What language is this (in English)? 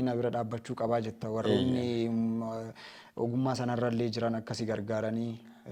Oromo